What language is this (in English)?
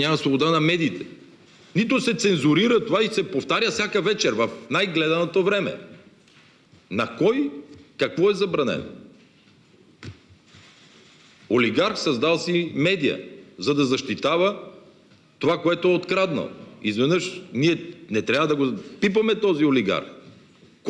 Bulgarian